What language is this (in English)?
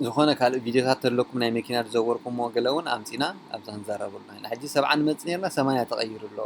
Tigrinya